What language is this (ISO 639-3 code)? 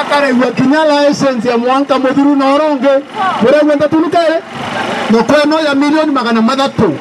mer